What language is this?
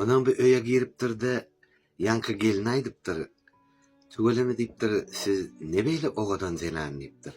Turkmen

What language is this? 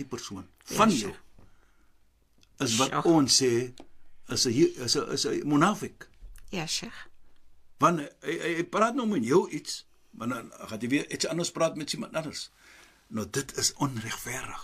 Afrikaans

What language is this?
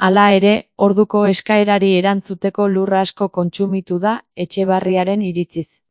Basque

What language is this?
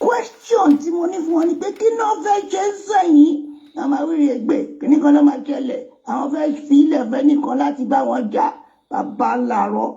Yoruba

